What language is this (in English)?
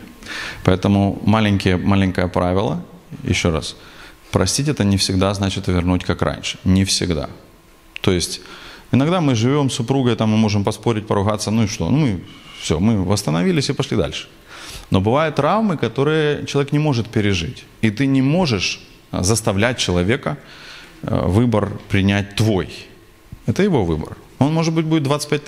Russian